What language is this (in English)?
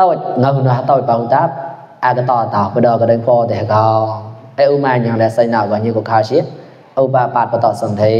Mon